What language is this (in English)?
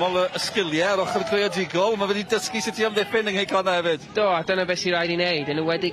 Welsh